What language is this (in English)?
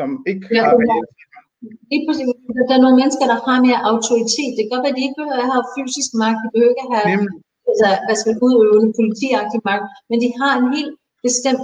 Danish